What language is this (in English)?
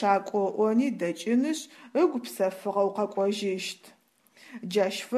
Adyghe